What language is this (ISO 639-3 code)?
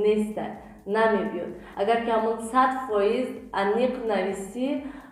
tgk